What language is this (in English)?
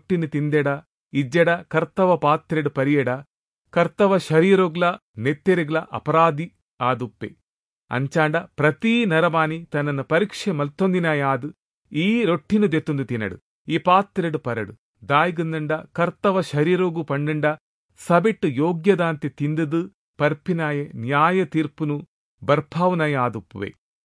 Tulu